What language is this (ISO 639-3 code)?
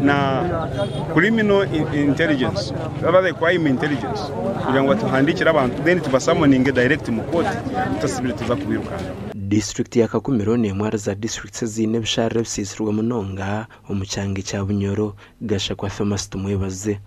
nyn